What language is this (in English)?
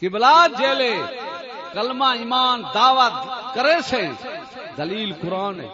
Saraiki